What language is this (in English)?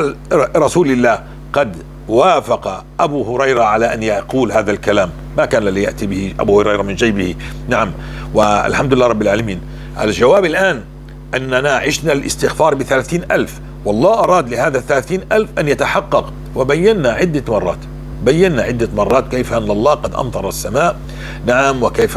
North Levantine Arabic